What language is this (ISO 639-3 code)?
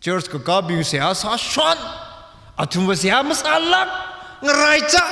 nmf